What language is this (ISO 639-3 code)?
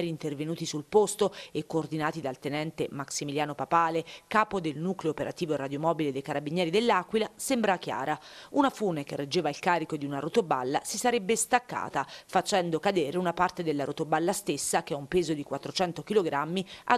ita